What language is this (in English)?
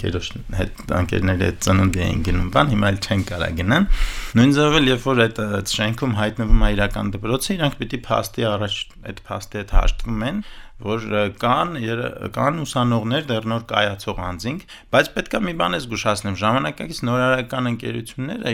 Armenian